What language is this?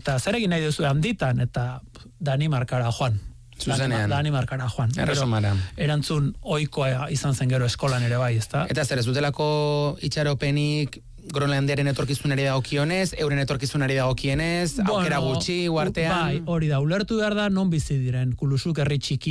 Basque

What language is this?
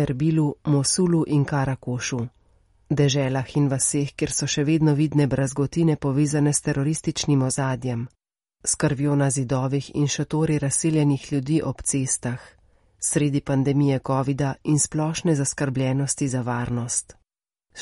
Slovenian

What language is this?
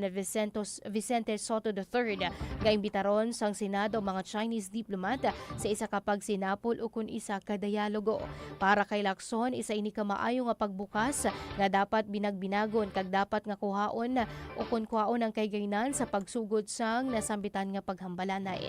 Hiligaynon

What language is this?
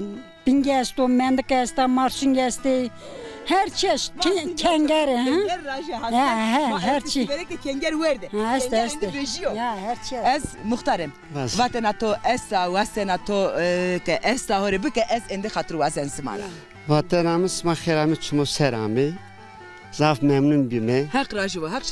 Zaza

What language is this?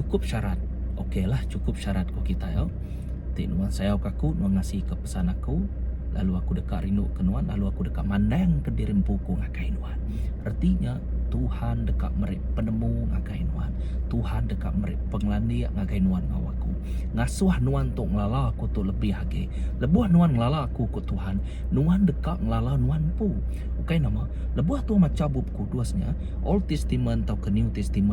Iban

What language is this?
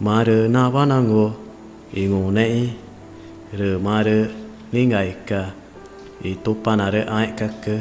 Ticuna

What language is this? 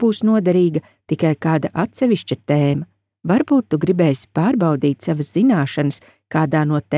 Latvian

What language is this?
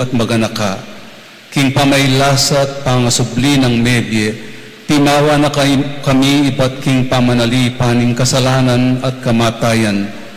Pampanga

